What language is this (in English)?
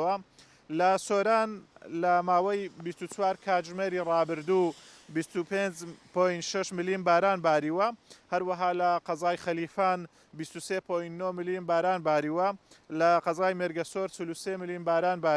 Central Kurdish